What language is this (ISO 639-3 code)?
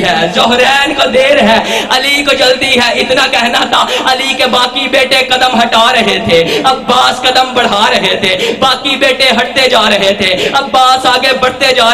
urd